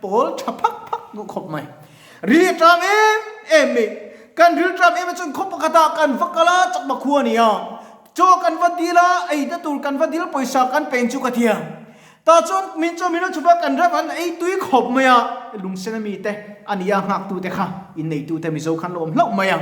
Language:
Mizo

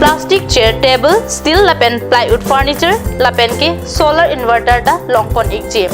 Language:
Karbi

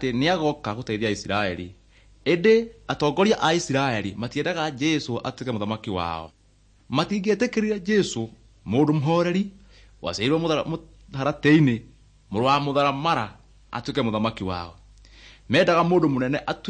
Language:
Kikuyu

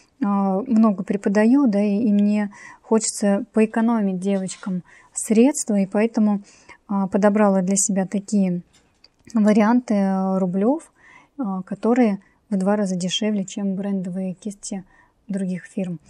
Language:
Russian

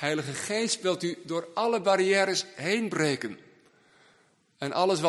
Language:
Dutch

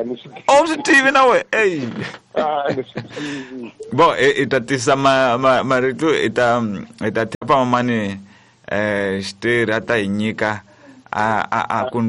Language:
Tsonga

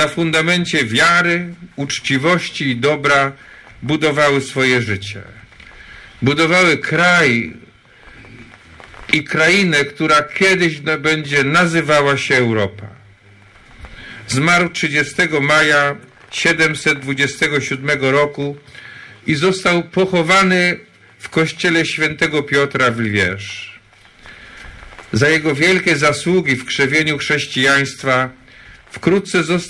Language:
Polish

